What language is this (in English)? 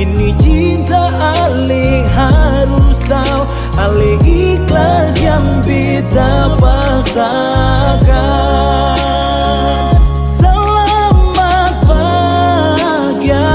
Ambonese Malay